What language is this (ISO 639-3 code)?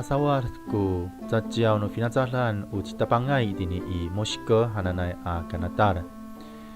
ami